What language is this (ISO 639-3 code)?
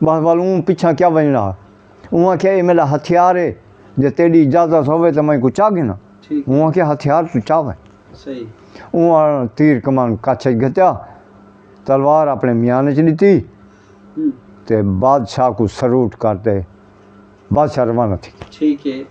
skr